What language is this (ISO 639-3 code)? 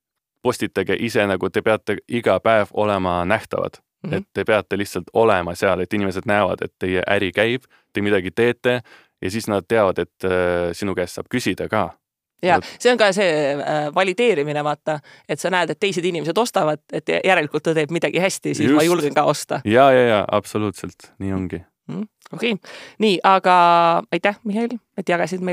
est